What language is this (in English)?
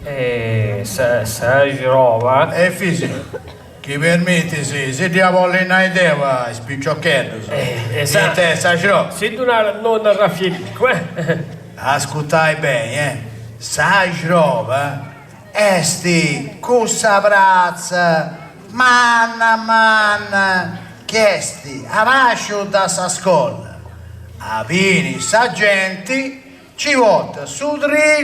Sardinian